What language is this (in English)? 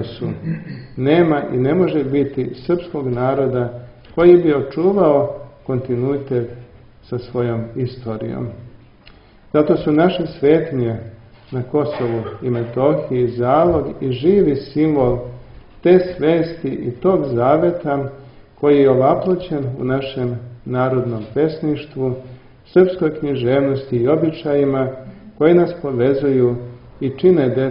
Serbian